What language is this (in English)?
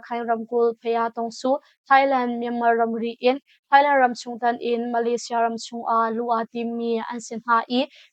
Hakha Chin